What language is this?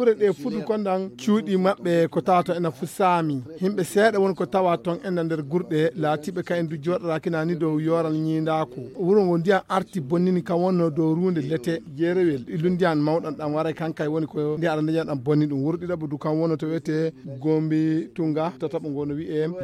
Fula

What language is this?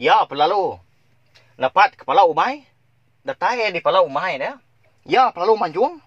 Iban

